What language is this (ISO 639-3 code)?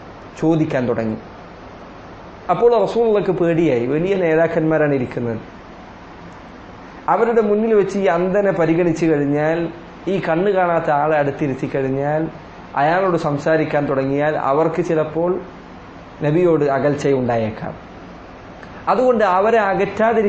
mal